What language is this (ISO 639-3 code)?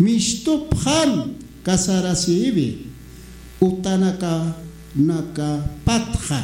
aym